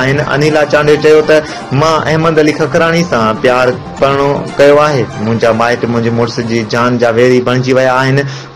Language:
Sindhi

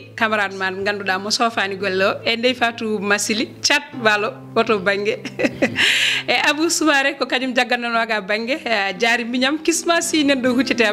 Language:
Fula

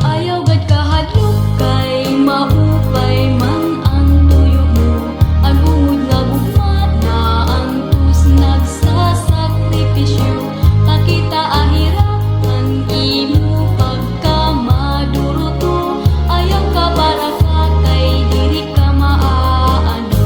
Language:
Waray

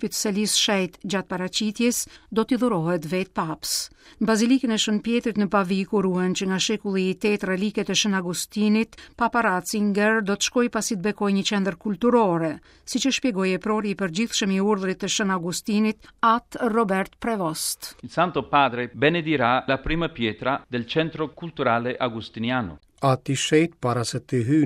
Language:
Albanian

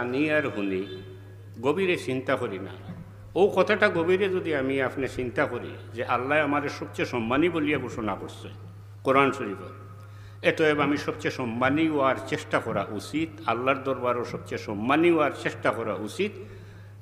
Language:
Sylheti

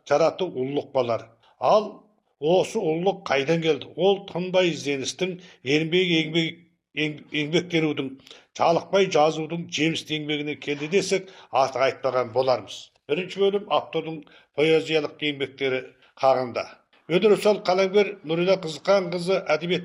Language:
Kazakh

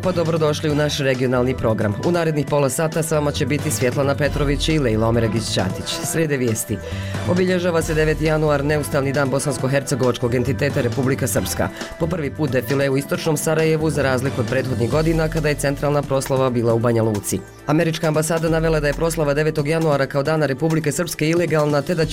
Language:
Bosnian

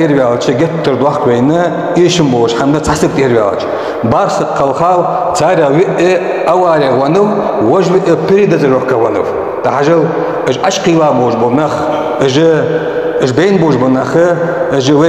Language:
Ingush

